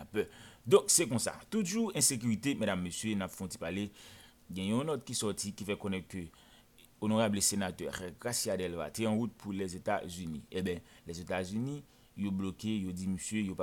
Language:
Haitian Creole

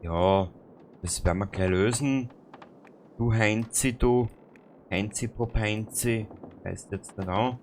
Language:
Bavarian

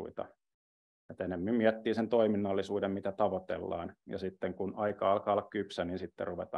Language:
Finnish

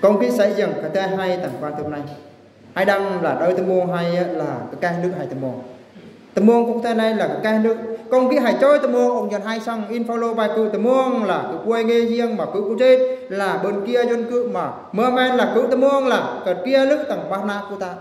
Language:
Eastern Bru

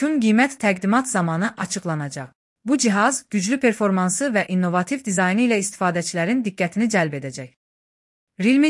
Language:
Azerbaijani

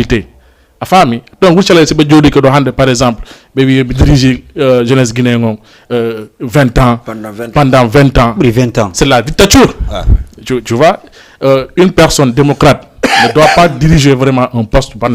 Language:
Fula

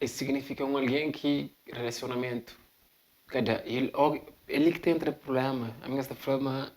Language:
Kabuverdianu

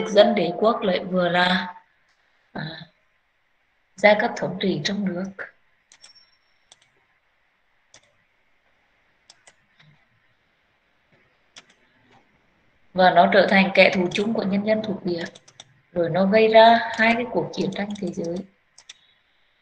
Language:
Vietnamese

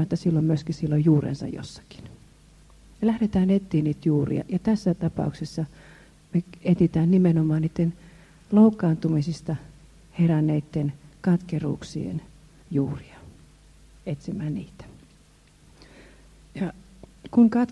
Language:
Finnish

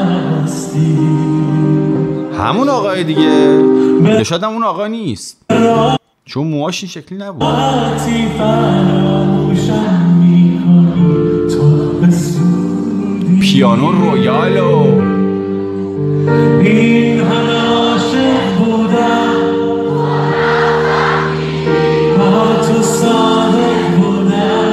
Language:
Persian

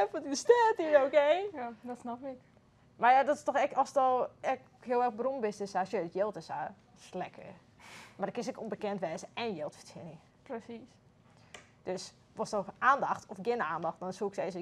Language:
Western Frisian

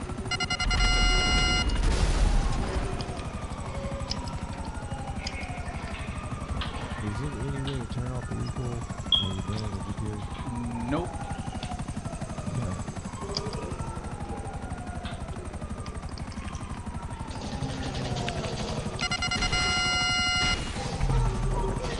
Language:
English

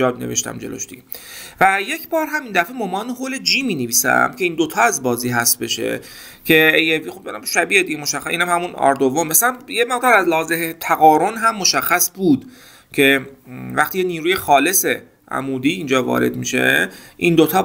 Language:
Persian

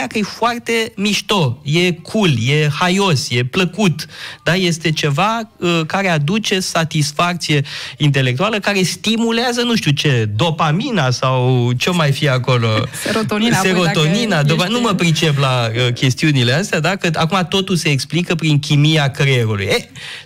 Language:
Romanian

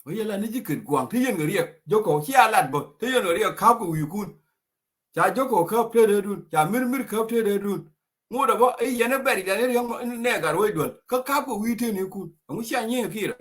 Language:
Nuer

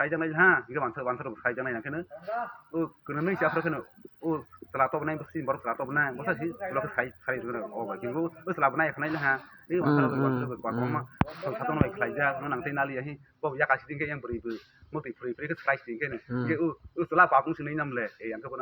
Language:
Kok Borok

